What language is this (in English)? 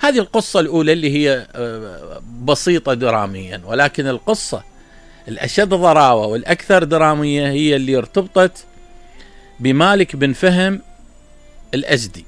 Mesopotamian Arabic